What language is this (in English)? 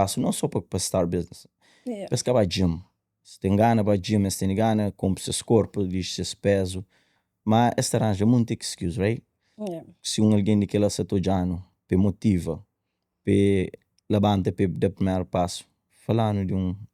Kabuverdianu